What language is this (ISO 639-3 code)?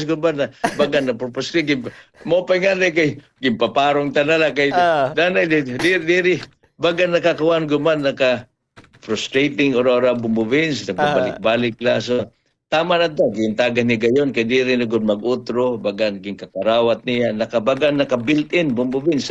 war